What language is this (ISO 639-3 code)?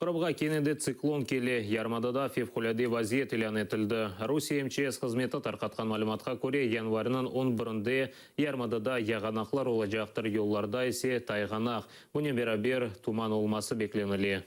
crh